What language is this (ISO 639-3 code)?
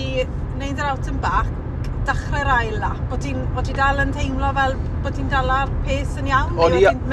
cym